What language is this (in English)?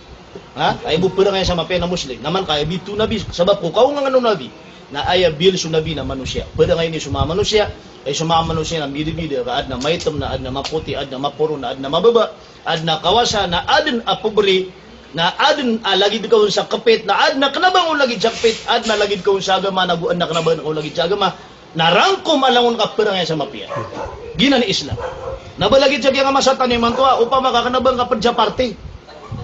Maranao